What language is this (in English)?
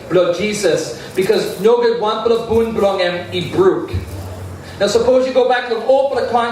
Tok Pisin